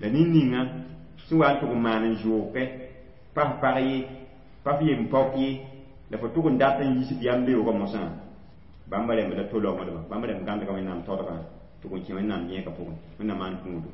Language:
Mossi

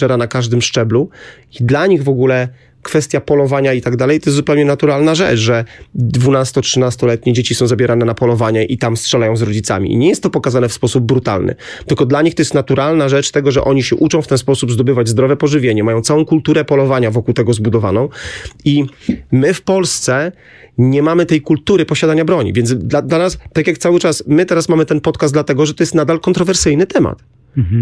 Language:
Polish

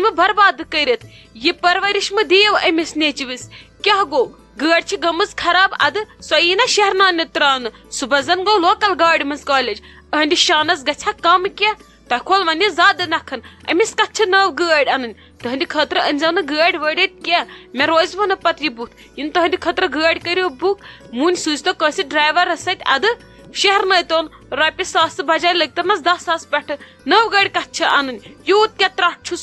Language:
Kashmiri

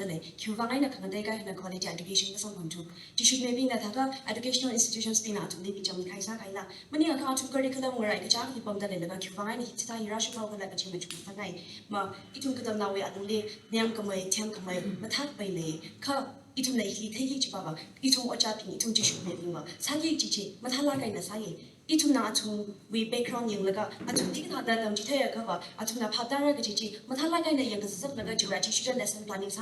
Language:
Tangkhul Naga (India)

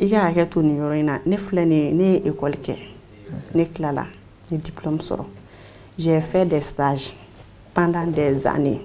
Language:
Bambara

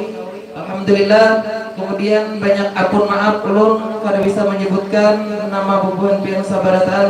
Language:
Banjar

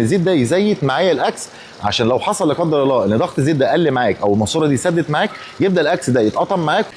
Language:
Egyptian Arabic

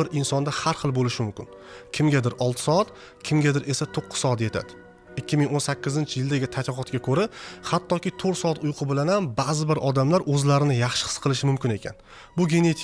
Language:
Uzbek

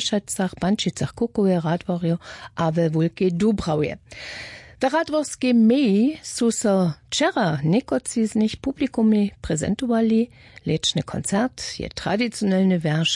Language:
Upper Sorbian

